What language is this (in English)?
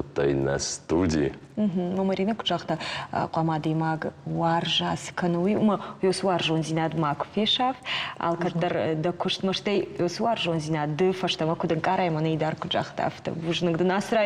Ossetic